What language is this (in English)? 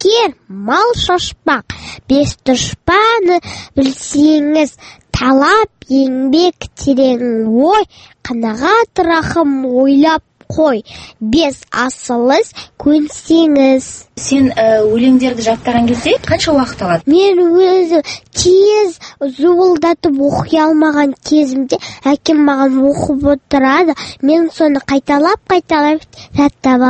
Kazakh